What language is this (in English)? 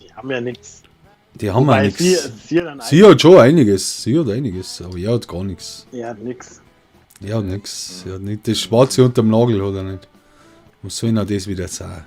Bavarian